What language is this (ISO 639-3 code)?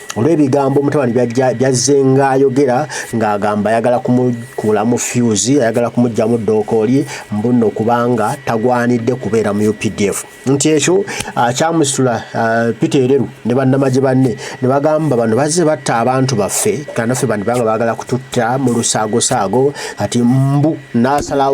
lug